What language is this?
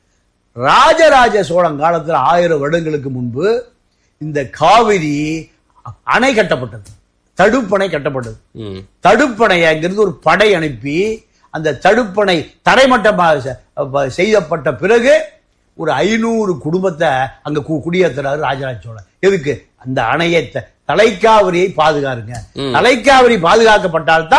Tamil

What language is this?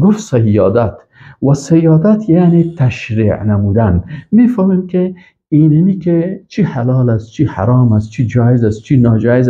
Persian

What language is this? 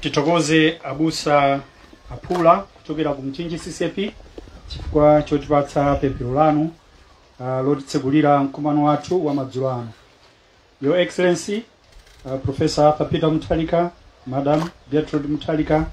Nyanja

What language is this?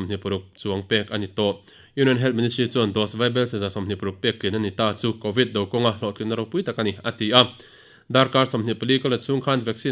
Mizo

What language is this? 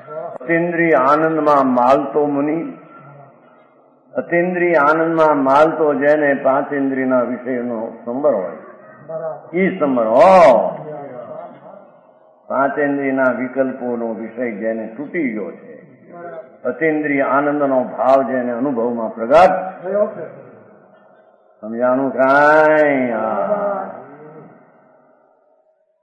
Gujarati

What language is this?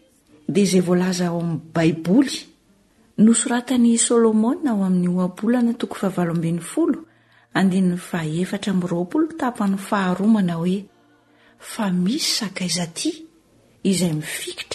Malagasy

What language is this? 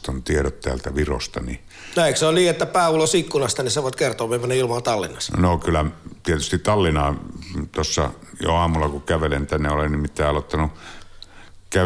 Finnish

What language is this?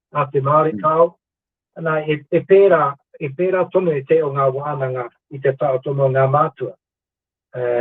Māori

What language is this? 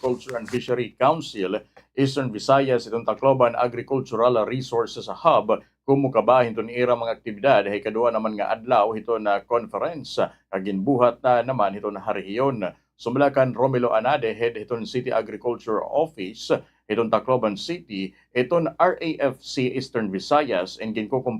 Waray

